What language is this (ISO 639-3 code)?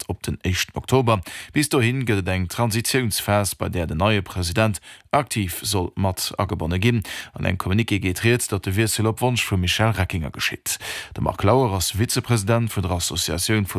ltz